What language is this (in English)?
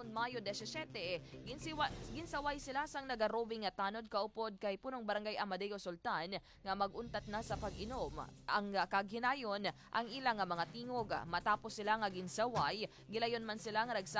Hiligaynon